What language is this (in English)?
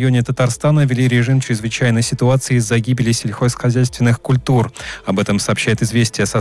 Russian